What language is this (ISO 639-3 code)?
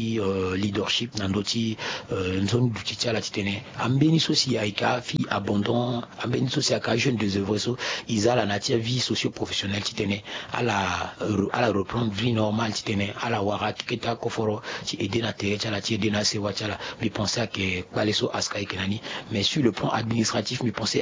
sag